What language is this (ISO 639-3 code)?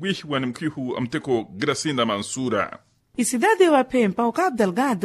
vmw